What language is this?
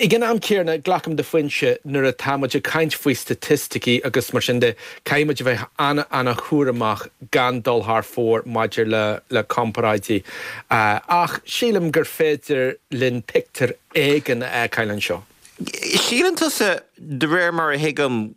Irish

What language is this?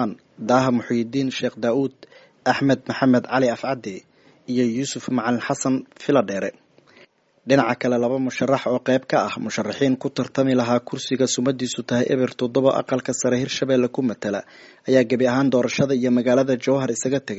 Somali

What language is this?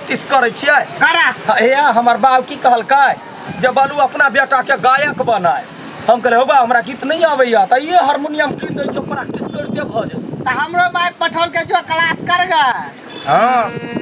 Maithili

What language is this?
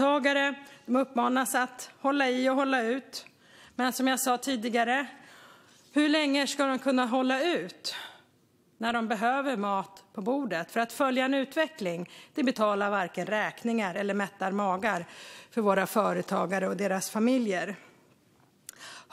Swedish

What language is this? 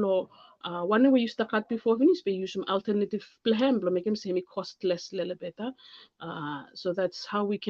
Bislama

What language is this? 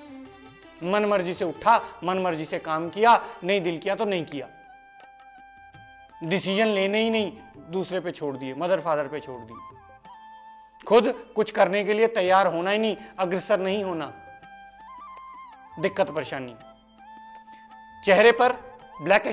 Hindi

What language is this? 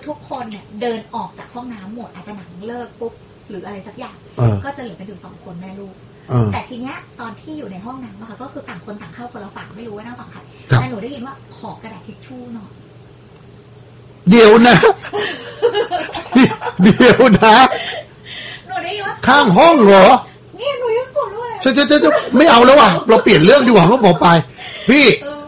Thai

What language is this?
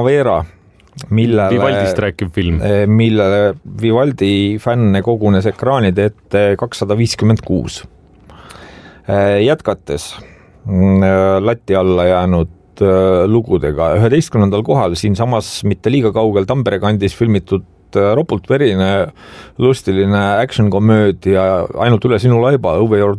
Estonian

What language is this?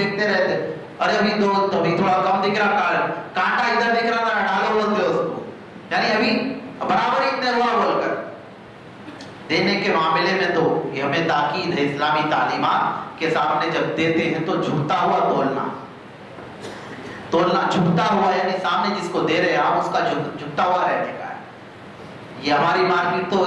Urdu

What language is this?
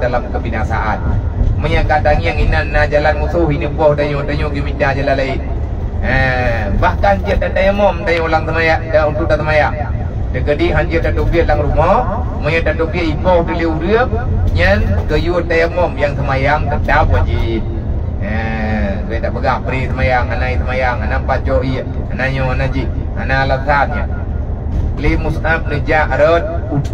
Achinese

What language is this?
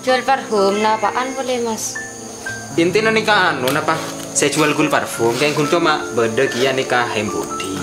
Madurese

